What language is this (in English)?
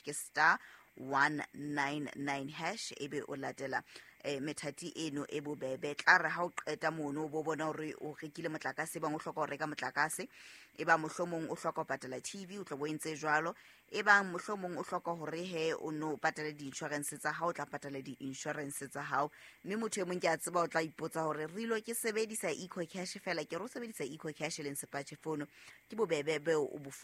Southern Sotho